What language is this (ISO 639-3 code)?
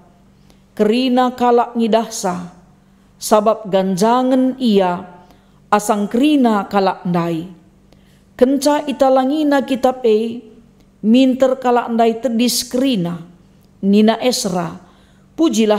btx